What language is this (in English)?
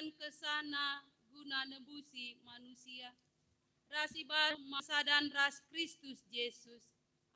Batak Karo